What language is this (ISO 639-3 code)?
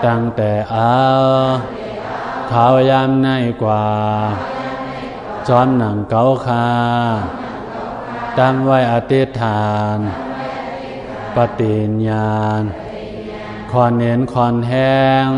shn